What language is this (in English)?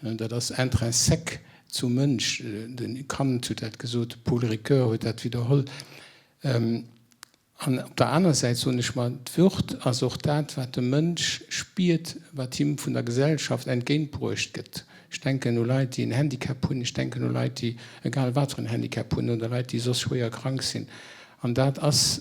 Luxembourgish